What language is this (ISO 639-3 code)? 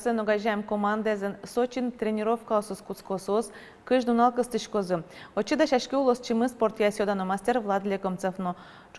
udm